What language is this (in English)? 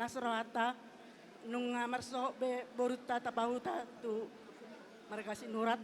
Batak Toba